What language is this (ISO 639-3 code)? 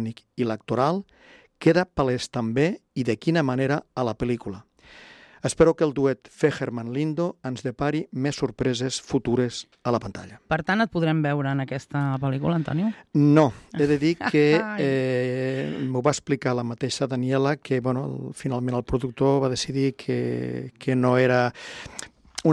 cat